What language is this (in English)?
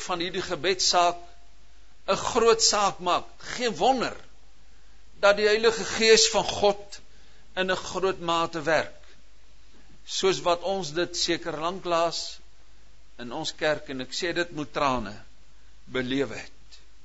Afrikaans